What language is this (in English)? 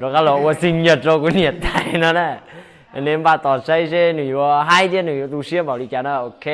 Hmong